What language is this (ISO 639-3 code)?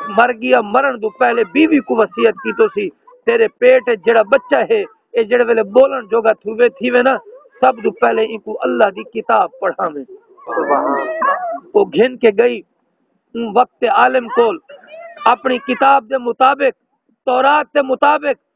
skr